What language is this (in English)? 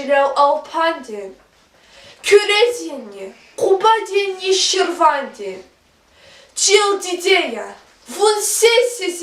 Lezghian